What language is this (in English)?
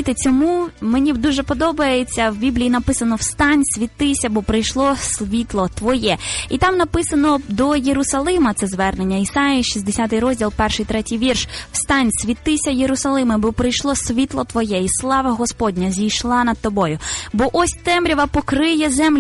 Ukrainian